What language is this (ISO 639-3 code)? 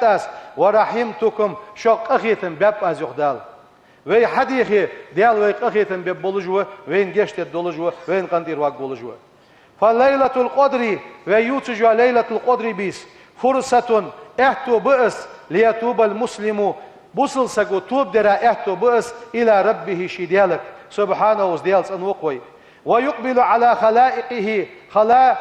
inh